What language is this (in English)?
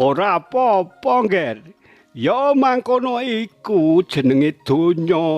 Javanese